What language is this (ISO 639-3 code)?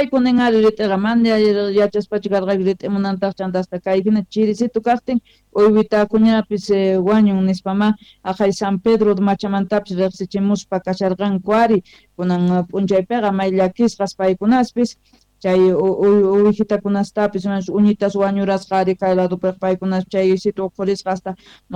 quh